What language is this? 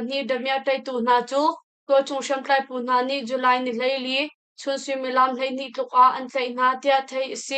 Hakha Chin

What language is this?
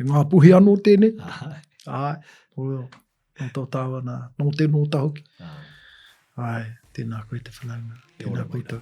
Māori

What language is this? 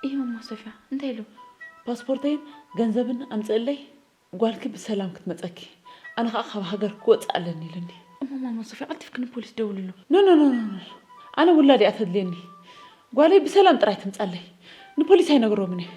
Tigrinya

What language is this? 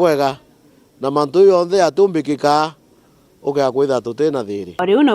Meru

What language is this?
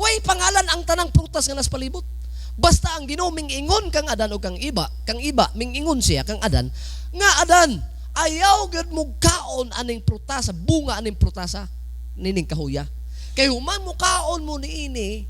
Cebuano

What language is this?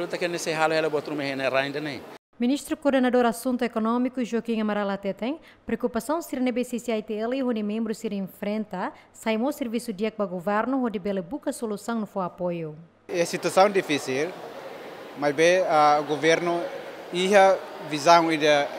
Tetum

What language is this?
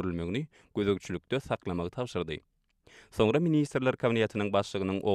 Turkmen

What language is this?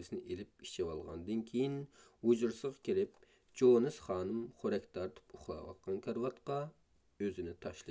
Uyghur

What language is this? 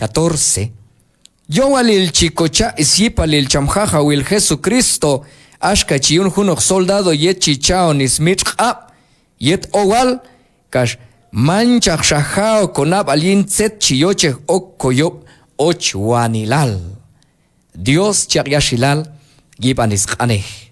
Q'anjob'al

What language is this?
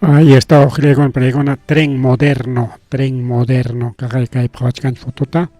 Ayacucho Quechua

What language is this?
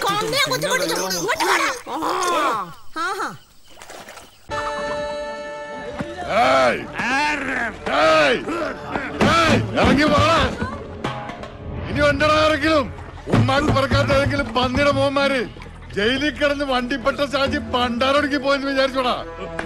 Malayalam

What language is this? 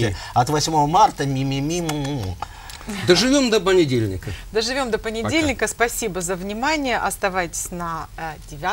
Russian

